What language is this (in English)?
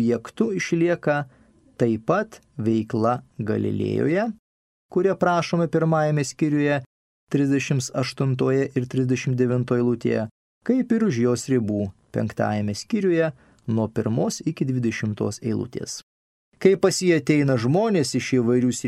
Lithuanian